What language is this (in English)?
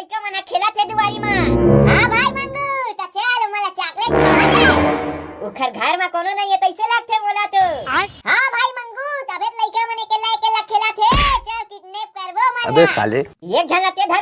Chhattisgarhi